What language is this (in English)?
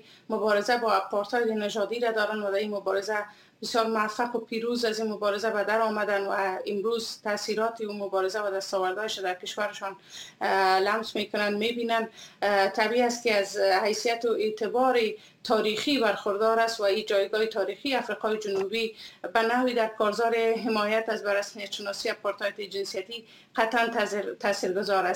Persian